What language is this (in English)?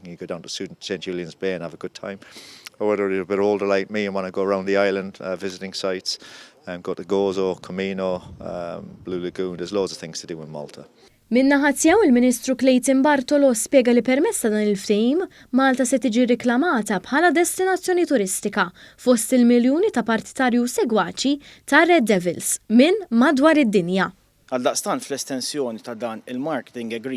Maltese